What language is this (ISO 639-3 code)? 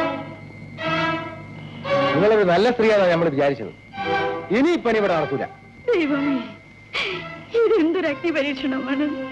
mal